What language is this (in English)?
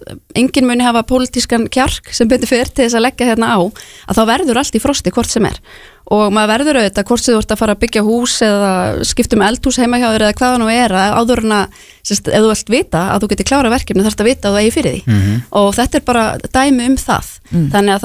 Icelandic